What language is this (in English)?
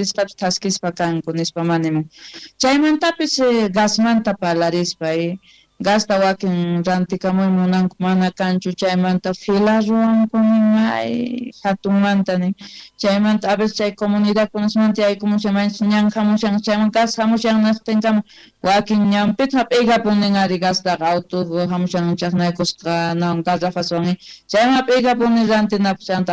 South Bolivian Quechua